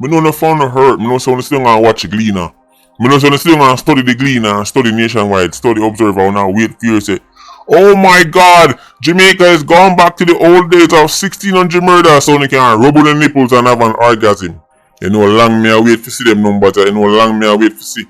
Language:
Jamaican Creole English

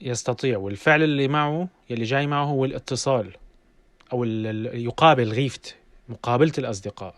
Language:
North Levantine Arabic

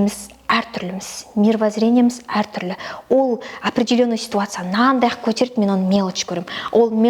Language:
Kazakh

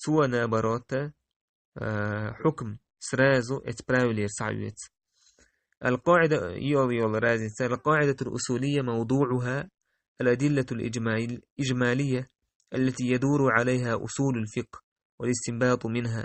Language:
Chechen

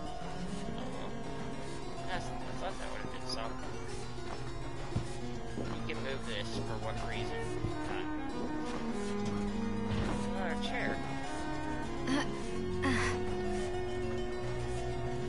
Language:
English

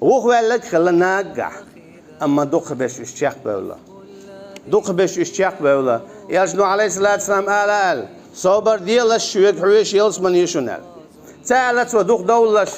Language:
Chechen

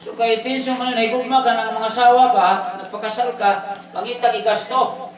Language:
Cebuano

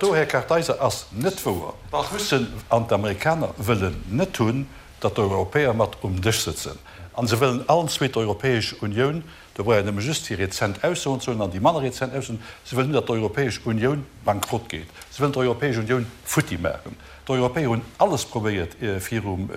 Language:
Luxembourgish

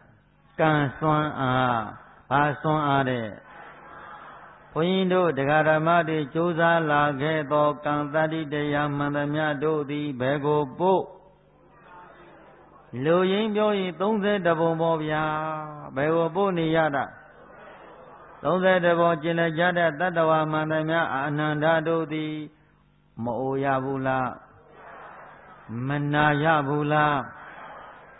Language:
Burmese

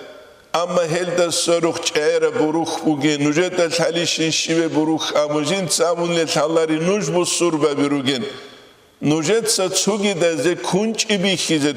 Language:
Avaric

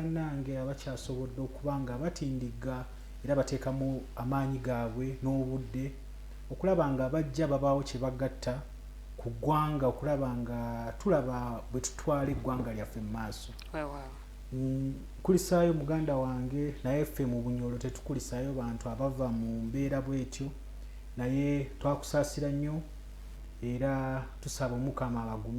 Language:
Ganda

